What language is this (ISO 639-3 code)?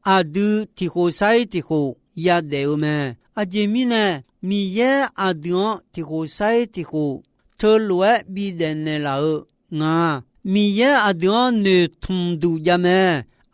ahk